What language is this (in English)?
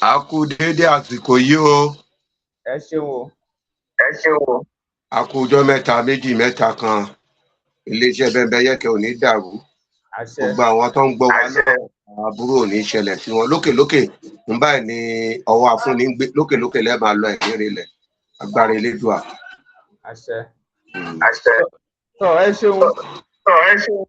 Yoruba